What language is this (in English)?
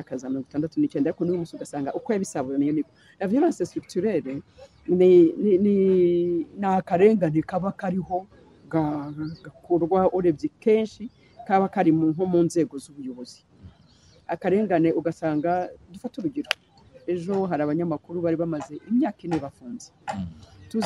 Kinyarwanda